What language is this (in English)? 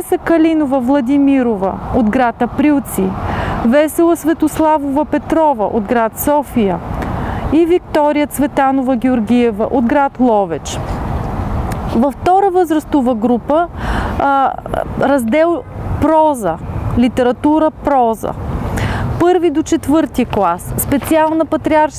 Bulgarian